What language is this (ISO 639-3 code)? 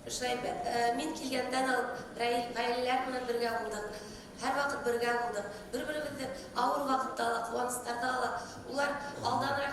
bak